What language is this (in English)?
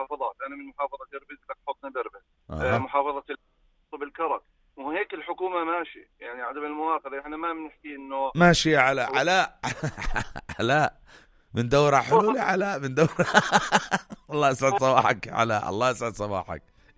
North Levantine Arabic